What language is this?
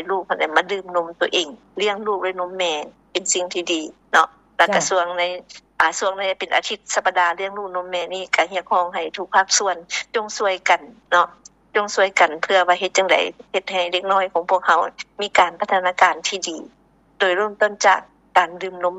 Lao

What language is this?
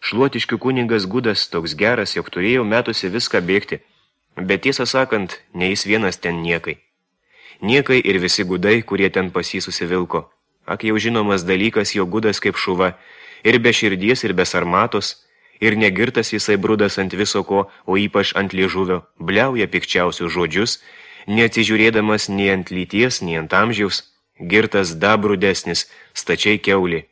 Lithuanian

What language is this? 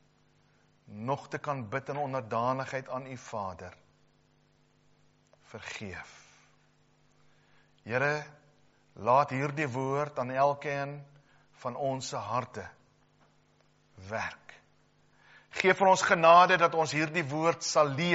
Afrikaans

